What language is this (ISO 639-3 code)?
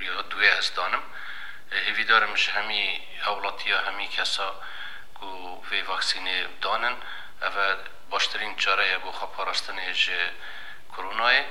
kur